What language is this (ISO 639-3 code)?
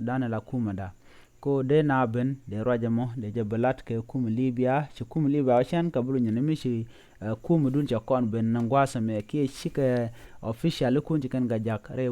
nus